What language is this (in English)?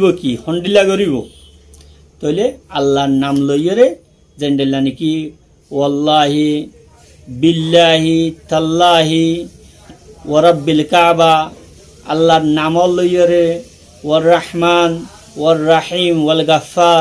Rohingya